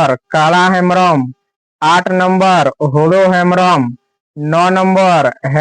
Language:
Santali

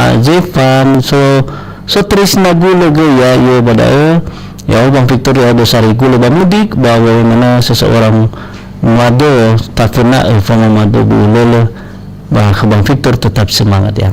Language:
Nias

